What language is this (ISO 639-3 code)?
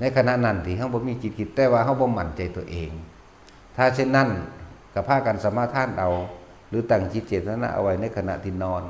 lao